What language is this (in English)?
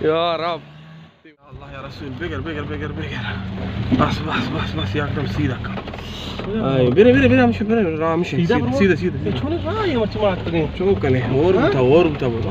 Baluchi